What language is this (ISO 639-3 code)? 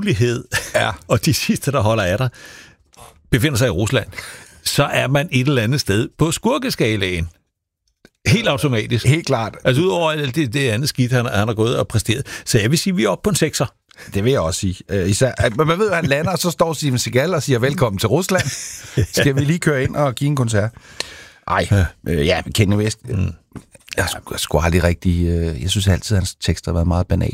dan